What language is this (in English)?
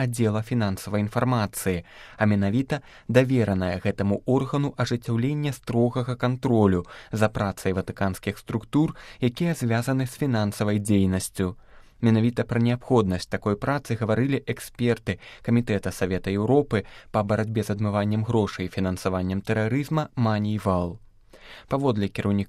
Belarusian